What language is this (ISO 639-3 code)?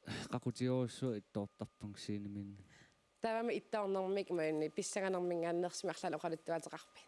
kal